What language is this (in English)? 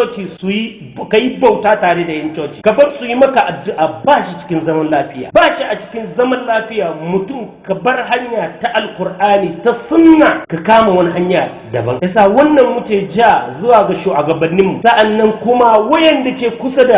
Hausa